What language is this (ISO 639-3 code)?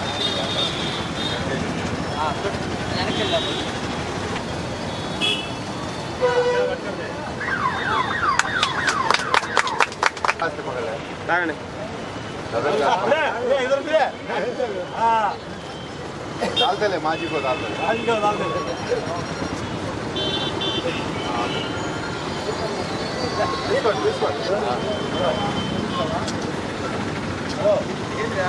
tel